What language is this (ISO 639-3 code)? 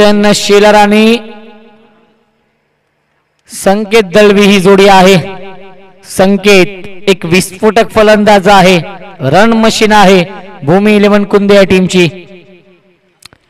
mar